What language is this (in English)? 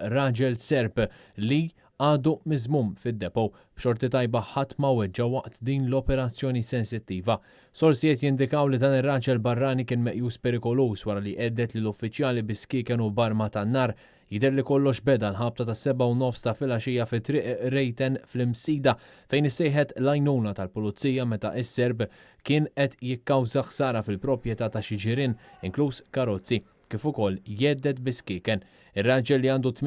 Maltese